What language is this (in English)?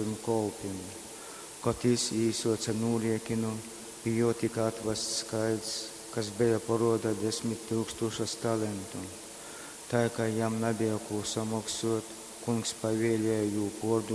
Latgalian